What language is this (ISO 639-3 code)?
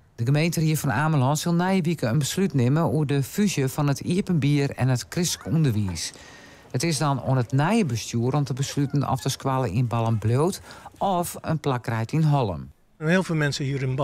fry